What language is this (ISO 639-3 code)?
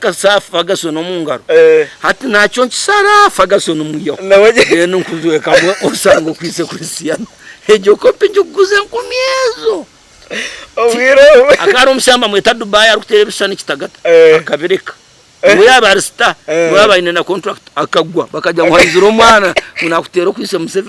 nyn